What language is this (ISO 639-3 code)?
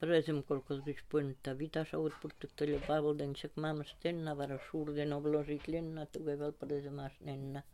tur